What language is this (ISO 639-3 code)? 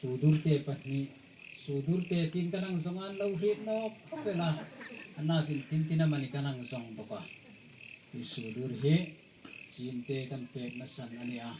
hmr